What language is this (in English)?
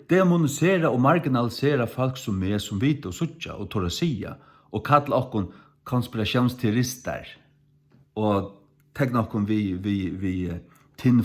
Faroese